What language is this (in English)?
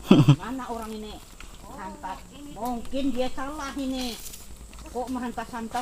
Banjar